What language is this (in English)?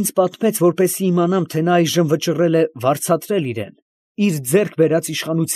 Armenian